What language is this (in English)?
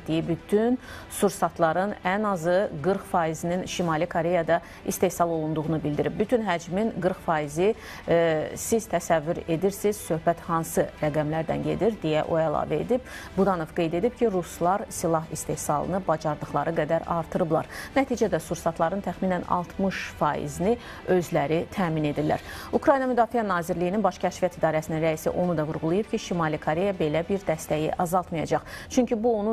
Azerbaijani